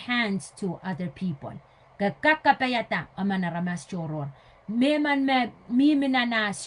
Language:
Pohnpeian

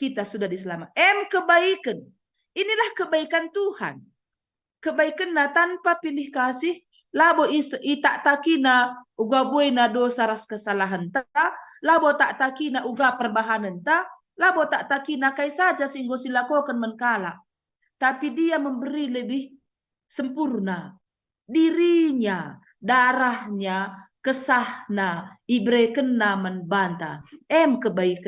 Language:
Batak Karo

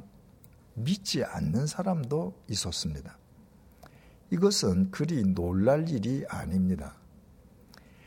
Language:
Korean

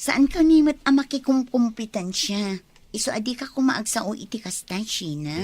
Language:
Iloko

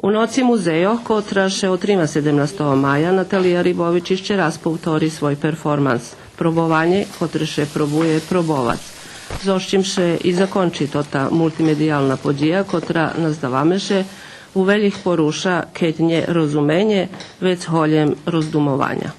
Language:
Rusyn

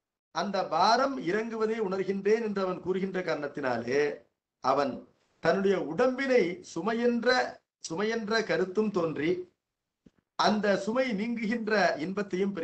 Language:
Tamil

